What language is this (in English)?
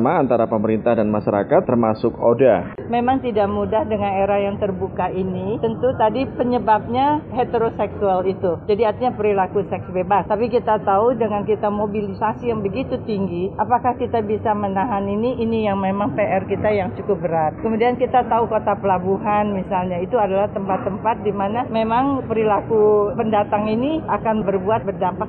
Indonesian